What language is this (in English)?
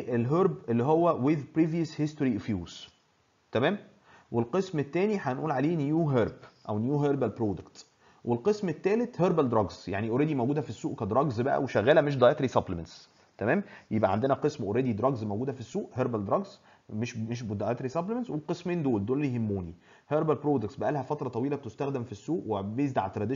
Egyptian Arabic